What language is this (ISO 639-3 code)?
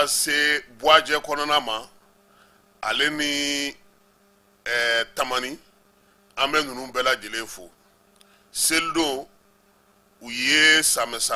bam